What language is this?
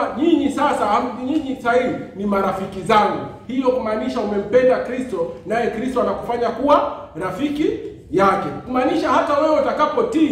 Swahili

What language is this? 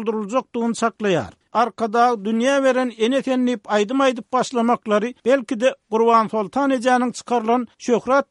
Turkmen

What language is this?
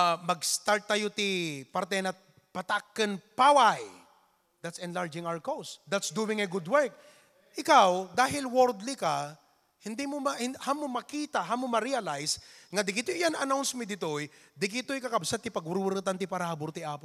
Iloko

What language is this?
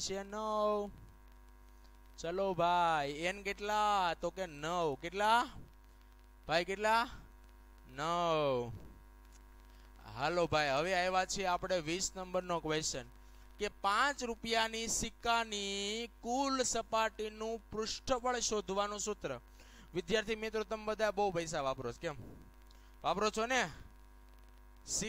Gujarati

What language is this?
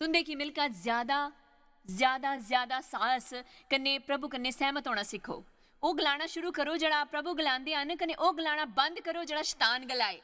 Dogri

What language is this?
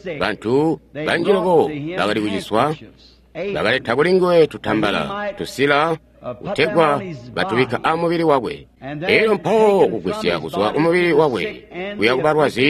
Tonga (Zambia)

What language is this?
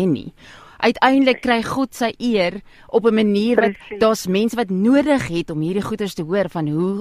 Afrikaans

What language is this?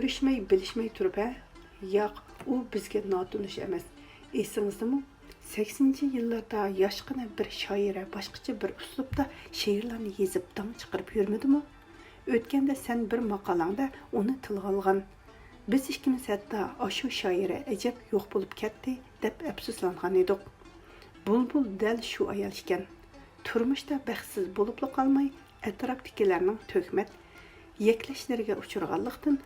Uyghur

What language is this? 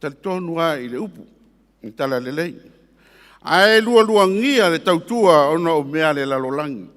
Samoan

